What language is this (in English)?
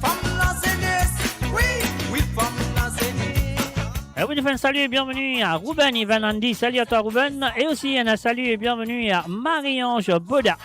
Morisyen